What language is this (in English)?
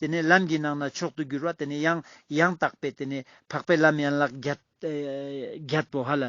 Ladakhi